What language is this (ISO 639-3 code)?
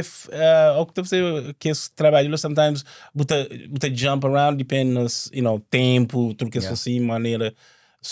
kea